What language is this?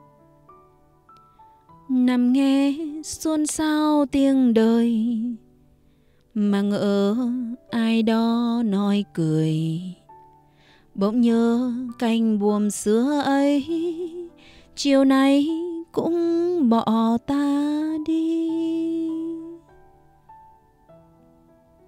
Vietnamese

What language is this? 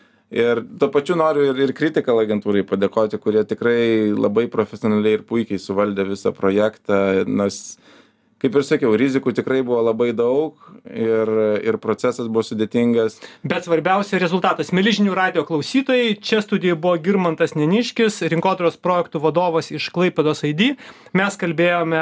Lithuanian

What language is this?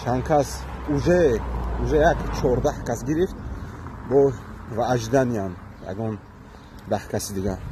Tajik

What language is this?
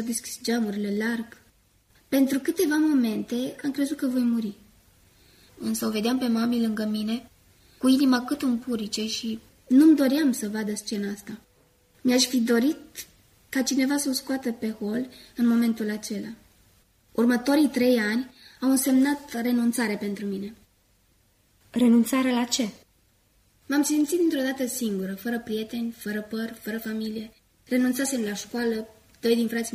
Romanian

